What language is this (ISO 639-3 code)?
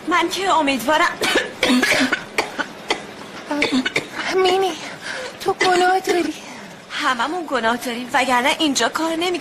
fas